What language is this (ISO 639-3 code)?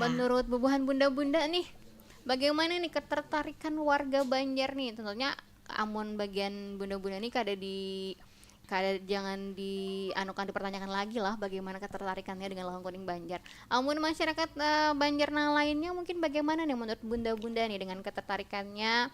bjn